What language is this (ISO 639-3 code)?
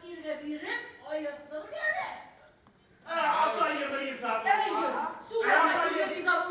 bak